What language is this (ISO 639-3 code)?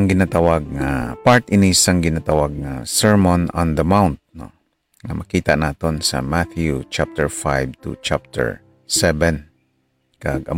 hil